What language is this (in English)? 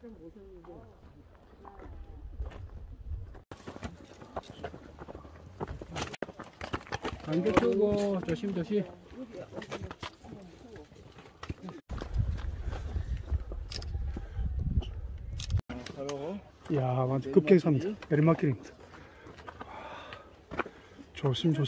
Korean